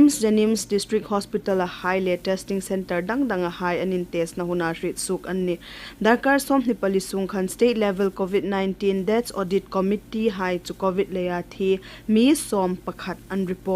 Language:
Hmar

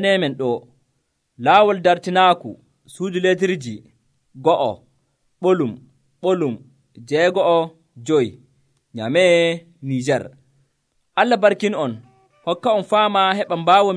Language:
Nigerian Fulfulde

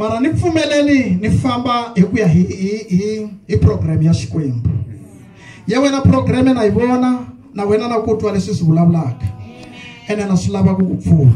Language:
Tsonga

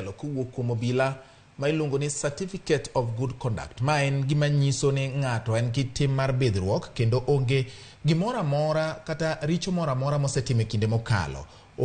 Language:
Luo (Kenya and Tanzania)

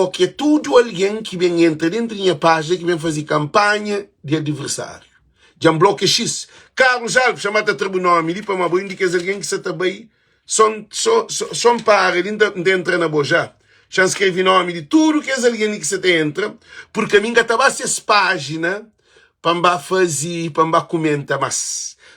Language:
Kabuverdianu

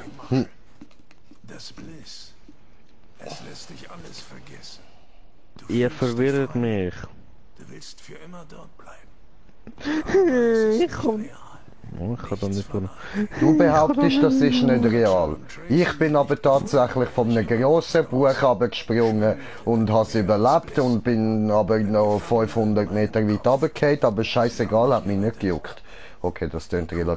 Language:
Swiss German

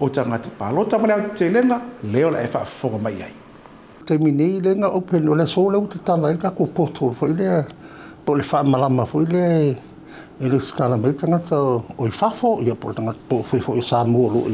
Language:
Samoan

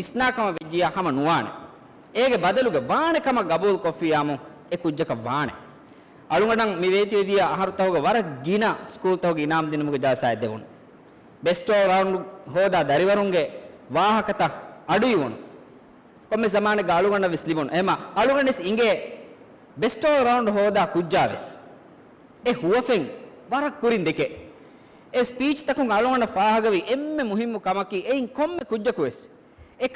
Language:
Divehi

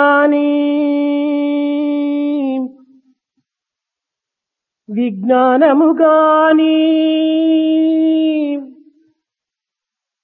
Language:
Telugu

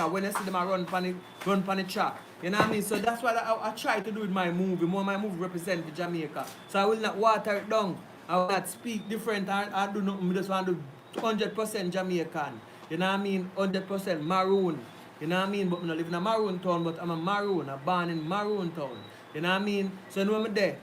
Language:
Jamaican Creole English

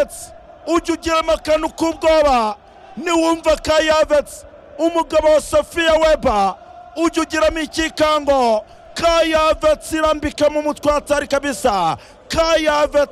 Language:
Kinyarwanda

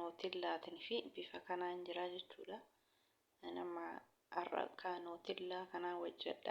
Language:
Oromo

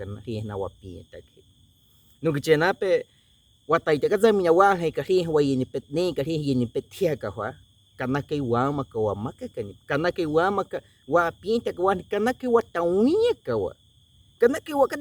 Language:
Baniwa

